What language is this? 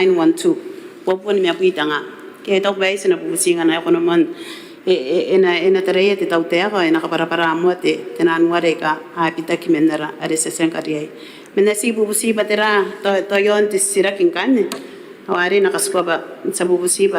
Gilbertese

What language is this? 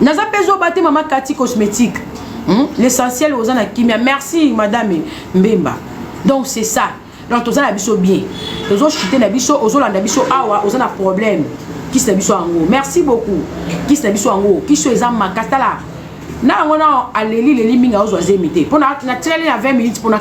Lingala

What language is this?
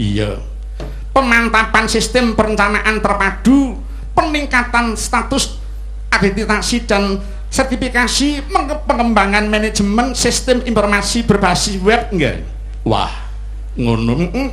Javanese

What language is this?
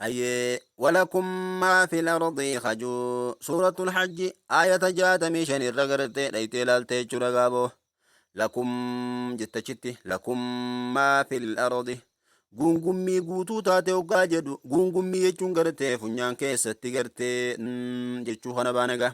Oromo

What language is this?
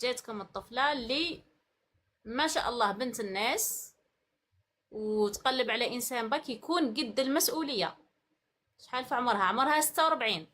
Algerian Arabic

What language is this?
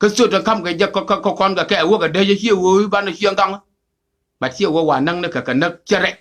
Nuer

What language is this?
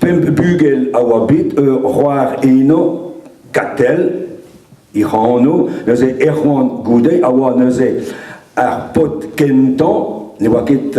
Breton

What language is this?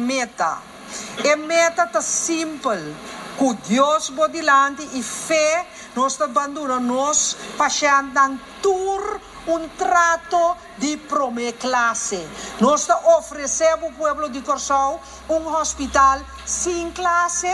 Papiamento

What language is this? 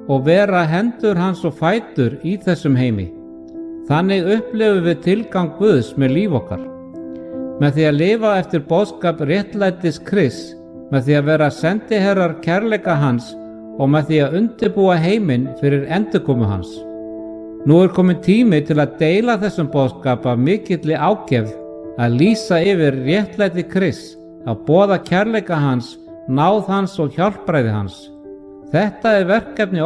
Icelandic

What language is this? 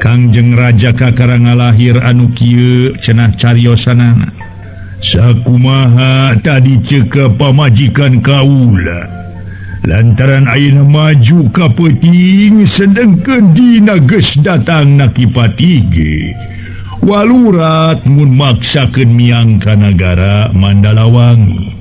Sundanese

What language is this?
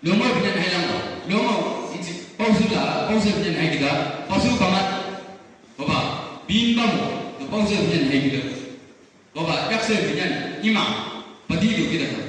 Chang Naga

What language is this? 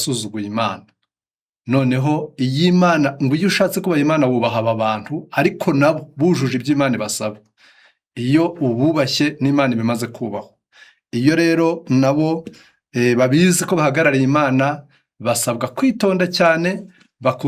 Kinyarwanda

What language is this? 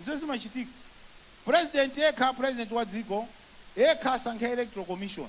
Nyanja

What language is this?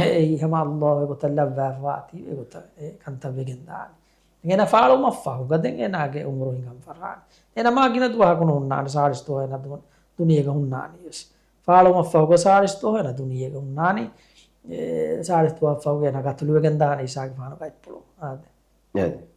Divehi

